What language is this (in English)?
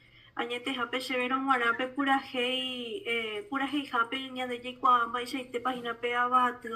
Guarani